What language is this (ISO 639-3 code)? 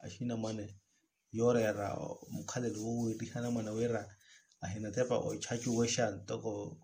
vmw